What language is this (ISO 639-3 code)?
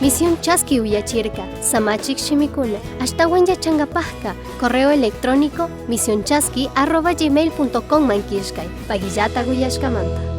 qug